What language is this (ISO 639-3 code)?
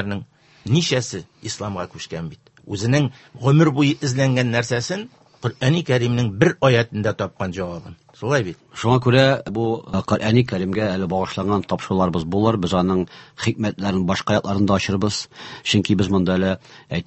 tat